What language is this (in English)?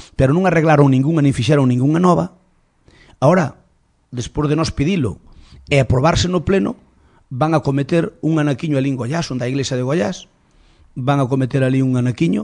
Galician